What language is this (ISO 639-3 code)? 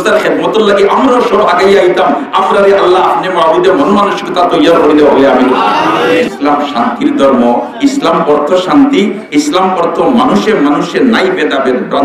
syl